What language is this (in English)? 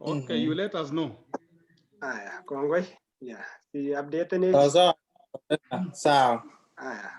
Kalenjin